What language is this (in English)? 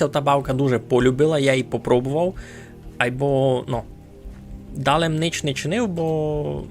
Rusyn